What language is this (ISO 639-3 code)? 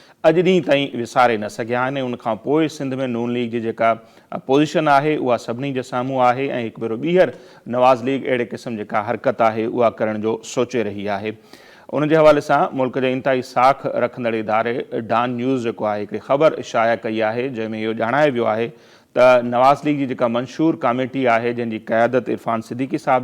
snd